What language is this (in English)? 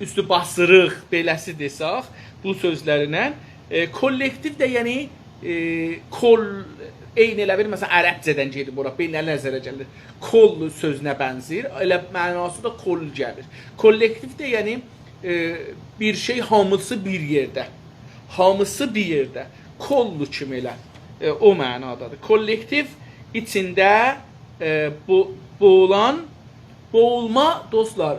South Azerbaijani